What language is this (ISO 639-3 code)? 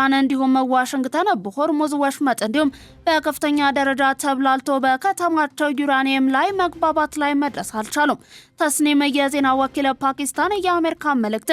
amh